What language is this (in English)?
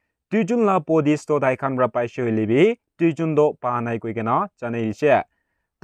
Naga Pidgin